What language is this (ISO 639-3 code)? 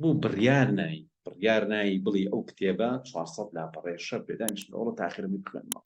ckb